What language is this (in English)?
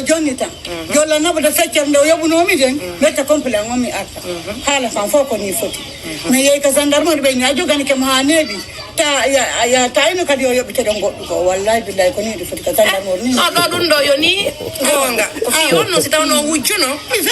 Pular